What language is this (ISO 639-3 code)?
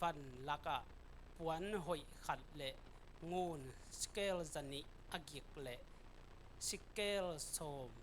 ctd